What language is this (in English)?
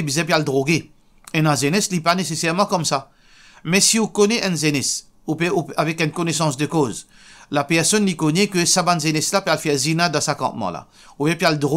Morisyen